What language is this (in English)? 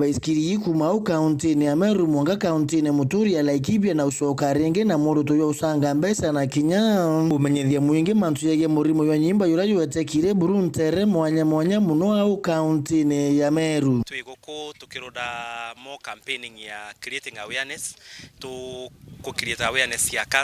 Meru